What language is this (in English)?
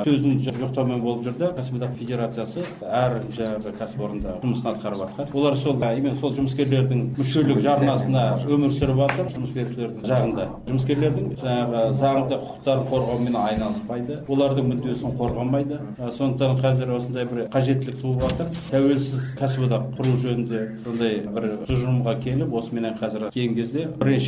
Kazakh